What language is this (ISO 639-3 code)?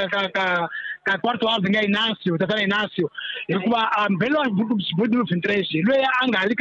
tso